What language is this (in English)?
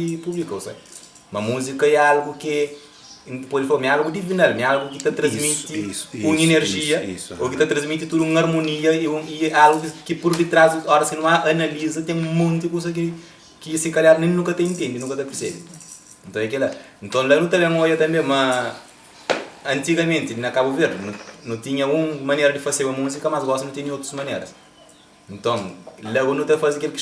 Kabuverdianu